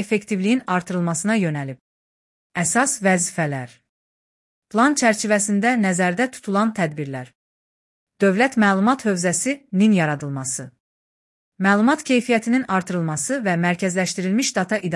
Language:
Azerbaijani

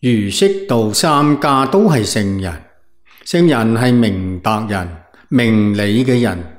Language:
Cantonese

